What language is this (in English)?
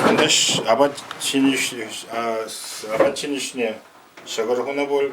Chuvash